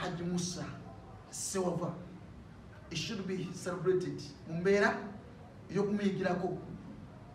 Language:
Ganda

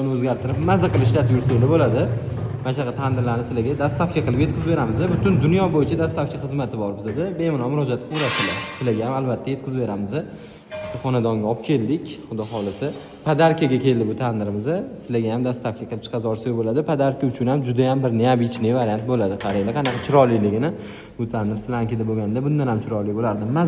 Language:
Uzbek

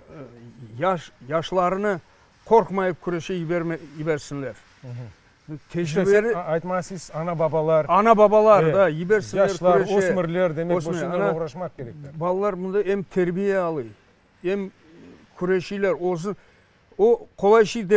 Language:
Crimean Tatar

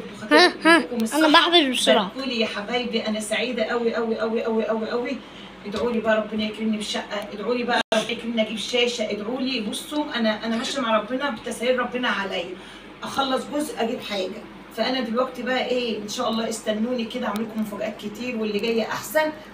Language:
Egyptian Arabic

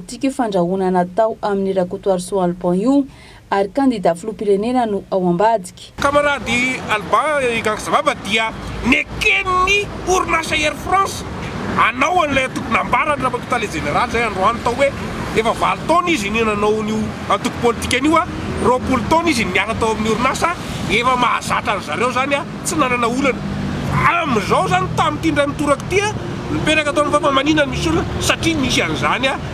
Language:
Malagasy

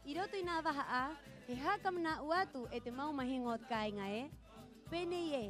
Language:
Rapanui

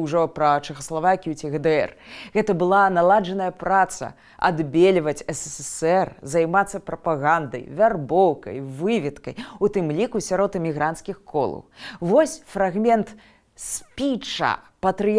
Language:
Belarusian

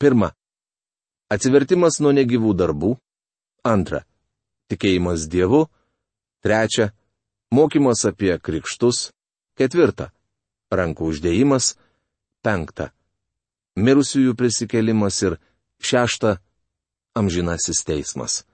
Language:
Lithuanian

